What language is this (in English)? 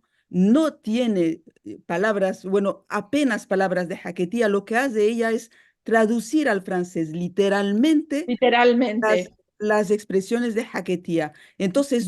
Ladino